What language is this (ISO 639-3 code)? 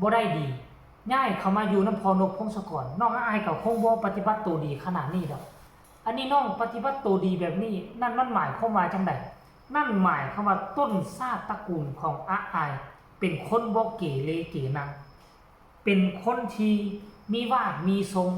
tts